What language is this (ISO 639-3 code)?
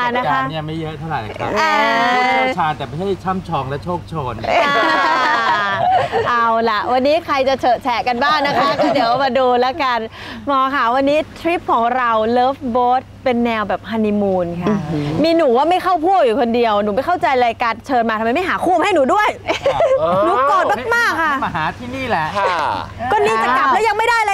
tha